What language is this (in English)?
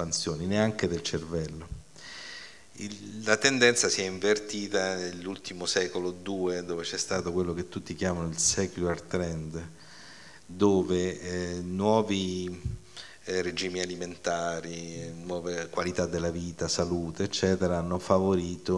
Italian